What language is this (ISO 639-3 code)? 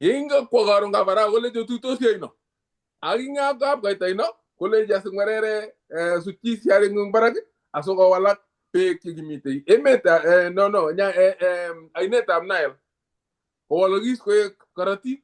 kln